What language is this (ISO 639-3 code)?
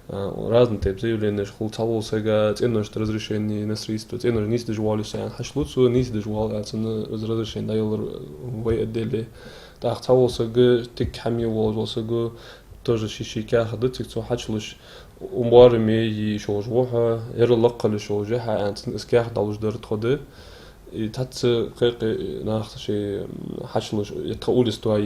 inh